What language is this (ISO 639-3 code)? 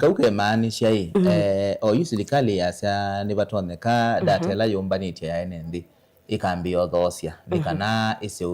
kam